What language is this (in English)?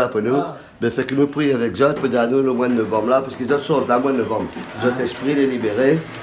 Réunion Creole French